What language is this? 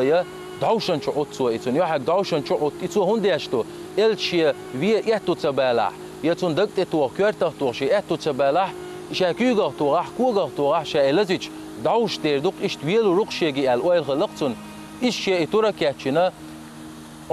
Chechen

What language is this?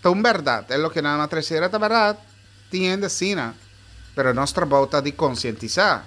Papiamento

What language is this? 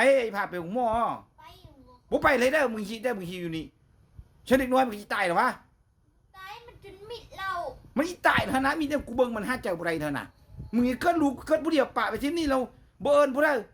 Lao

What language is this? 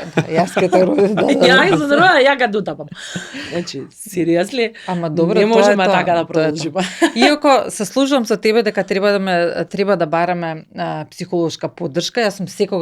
Macedonian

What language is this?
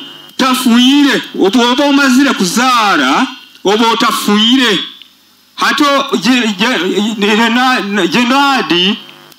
Nyoro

